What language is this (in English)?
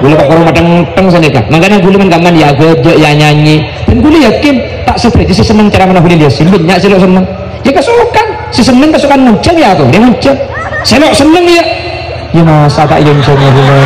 Madurese